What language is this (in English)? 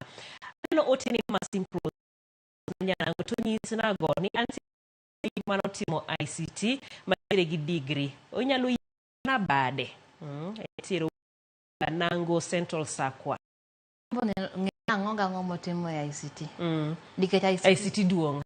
Luo (Kenya and Tanzania)